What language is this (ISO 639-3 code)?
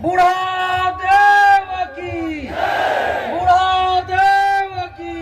hne